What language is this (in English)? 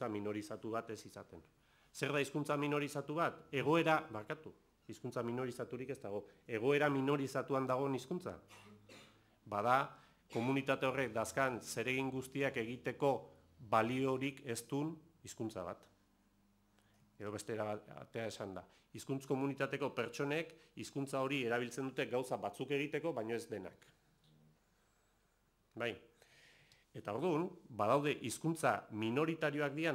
Basque